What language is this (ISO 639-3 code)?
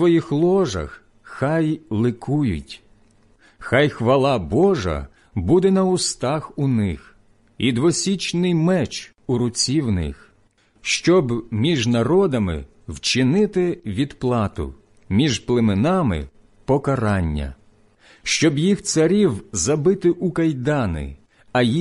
ukr